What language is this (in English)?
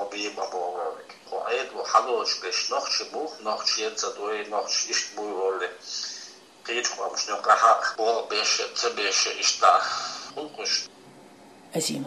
Chechen